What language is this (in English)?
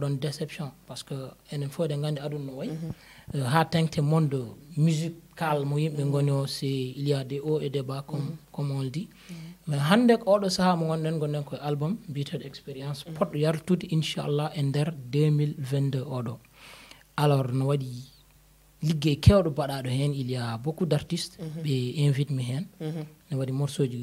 Fula